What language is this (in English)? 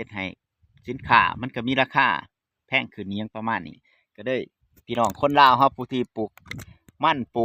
Lao